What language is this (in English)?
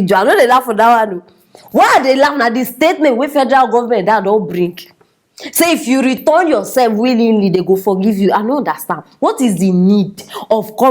Nigerian Pidgin